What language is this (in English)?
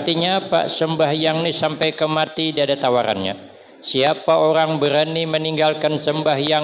Banjar